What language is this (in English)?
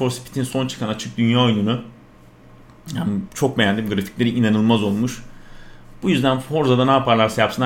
Turkish